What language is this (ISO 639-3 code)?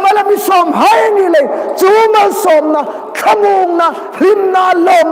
hmr